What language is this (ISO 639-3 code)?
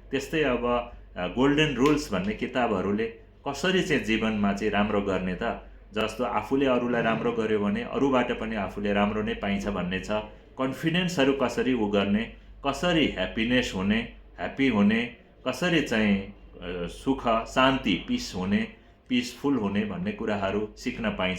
nep